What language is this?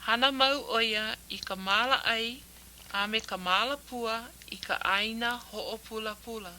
Hawaiian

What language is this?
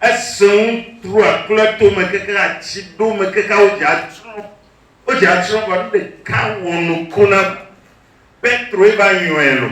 Ewe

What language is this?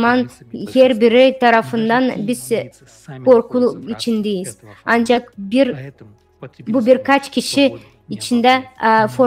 Gagauz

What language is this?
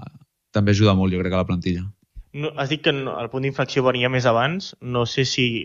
Catalan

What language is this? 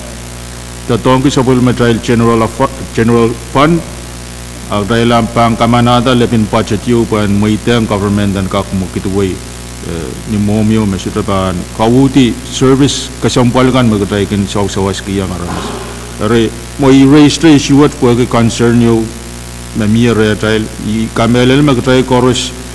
Pohnpeian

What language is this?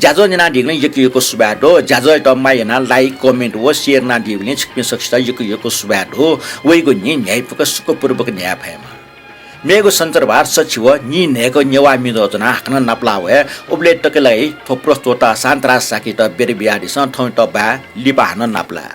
Newari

